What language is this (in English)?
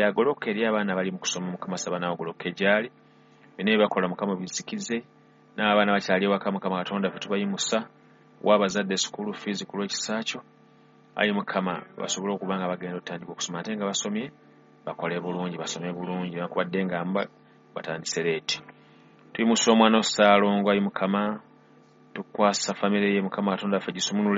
Ganda